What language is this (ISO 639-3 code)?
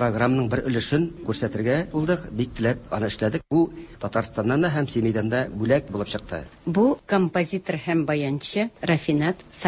tat